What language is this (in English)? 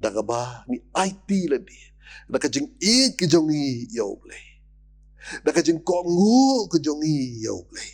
Khasi